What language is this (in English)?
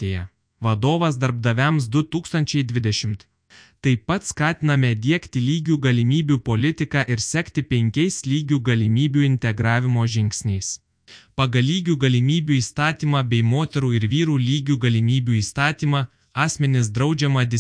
Lithuanian